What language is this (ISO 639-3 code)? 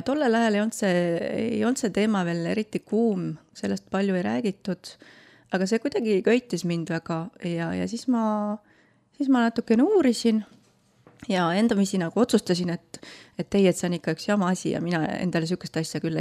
est